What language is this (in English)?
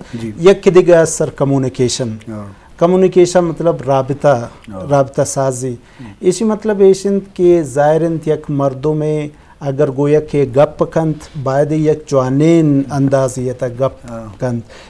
Eastern Balochi